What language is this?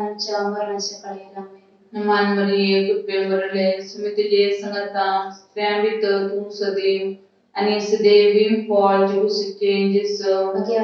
Konkani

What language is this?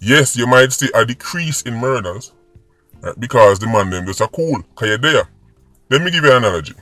Jamaican Creole English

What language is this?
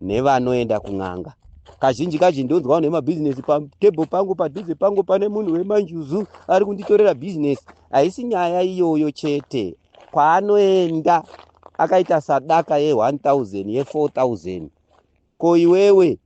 Shona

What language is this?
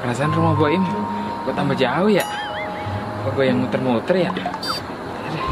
Betawi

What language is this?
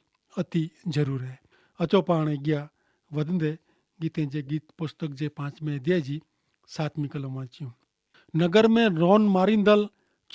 Kachhi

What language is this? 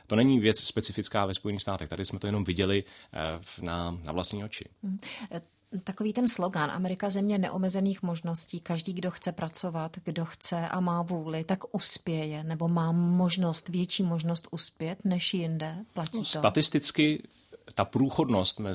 Czech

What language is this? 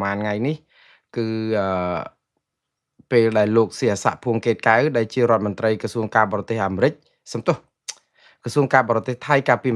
Khmer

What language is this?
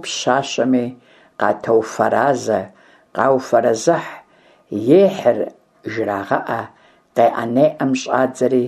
Kabardian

